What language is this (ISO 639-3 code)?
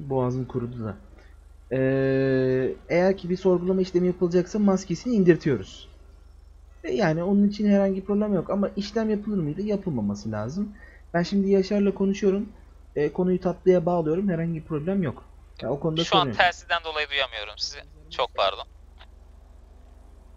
tur